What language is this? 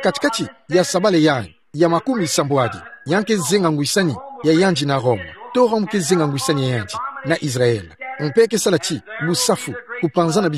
Kituba (Democratic Republic of Congo)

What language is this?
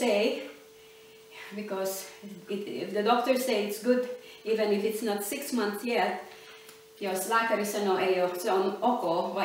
Finnish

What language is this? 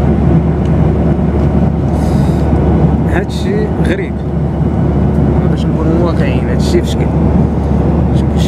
Moroccan Arabic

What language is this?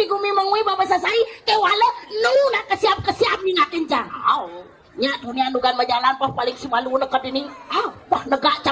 Balinese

